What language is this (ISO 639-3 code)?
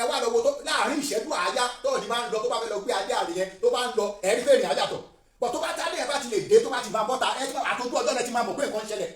yor